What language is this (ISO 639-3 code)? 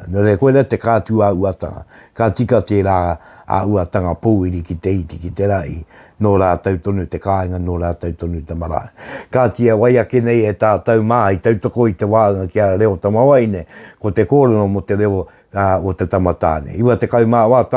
mri